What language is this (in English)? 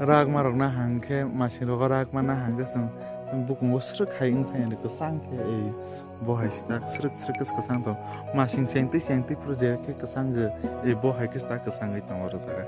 Kok Borok